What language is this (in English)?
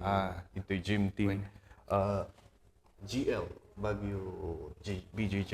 Kankanaey